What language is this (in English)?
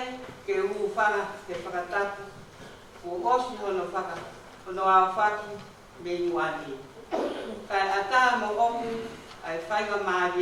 Tongan